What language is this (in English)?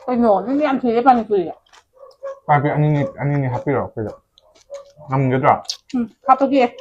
Manipuri